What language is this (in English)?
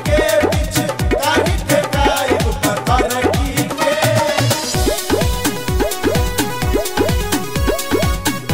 Bhojpuri